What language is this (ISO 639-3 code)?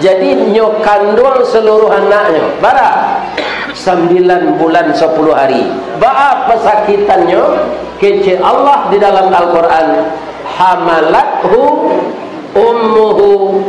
min